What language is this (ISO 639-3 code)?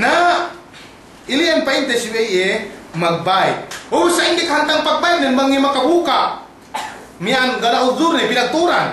yka